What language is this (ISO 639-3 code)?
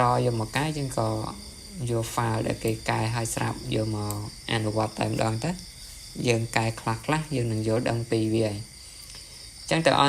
khm